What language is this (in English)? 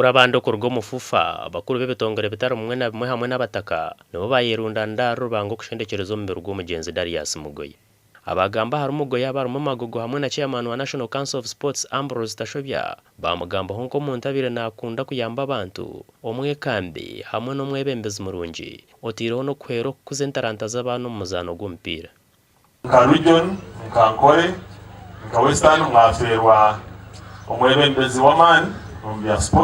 Nyankole